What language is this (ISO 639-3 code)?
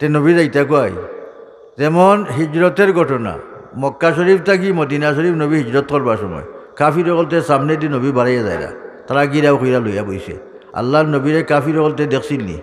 syl